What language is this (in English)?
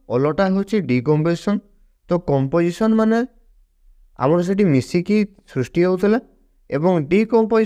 Odia